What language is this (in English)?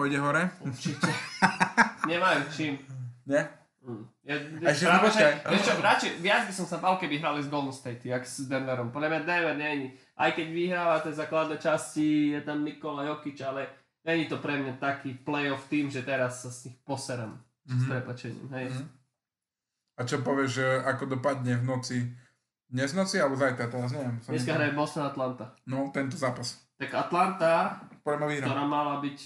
Slovak